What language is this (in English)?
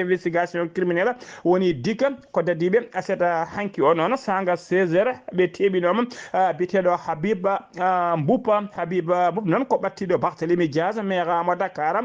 Fula